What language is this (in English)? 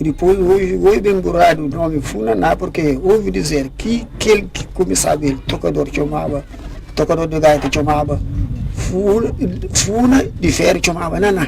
Kabuverdianu